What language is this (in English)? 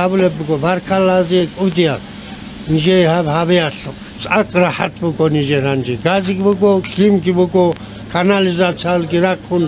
Avaric